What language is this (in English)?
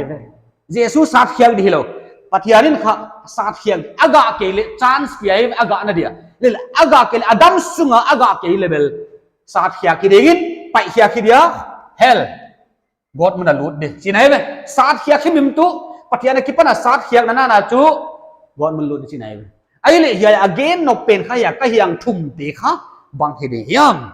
Paite Chin